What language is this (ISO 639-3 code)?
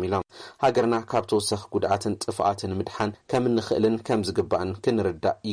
tir